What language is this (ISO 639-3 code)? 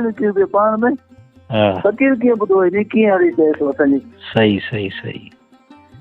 snd